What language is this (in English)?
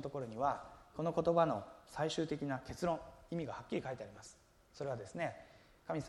Japanese